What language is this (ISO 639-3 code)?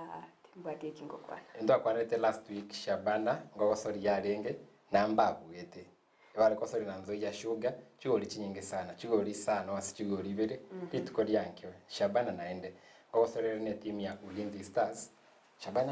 guz